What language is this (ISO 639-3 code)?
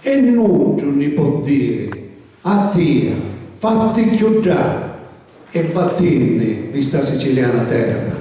scn